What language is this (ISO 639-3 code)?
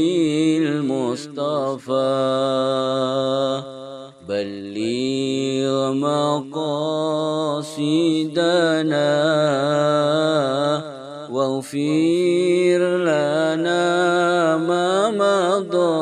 ara